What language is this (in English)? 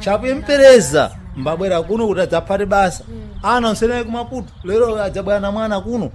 Sena